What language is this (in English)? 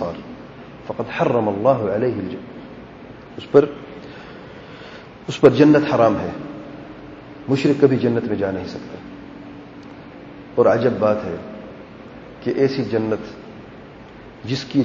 Urdu